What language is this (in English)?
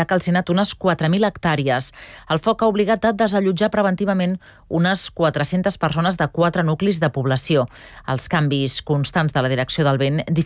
Catalan